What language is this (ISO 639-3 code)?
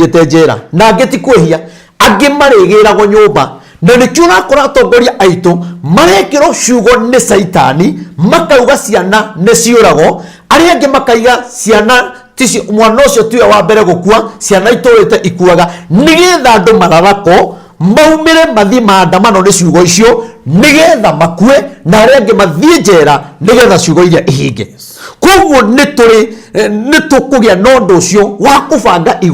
kik